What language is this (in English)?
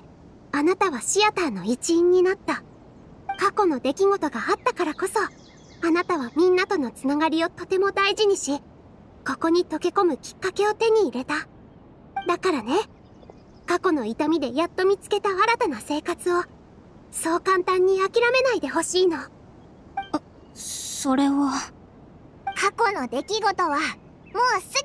Japanese